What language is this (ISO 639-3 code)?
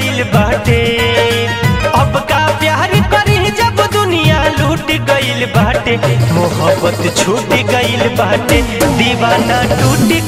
bho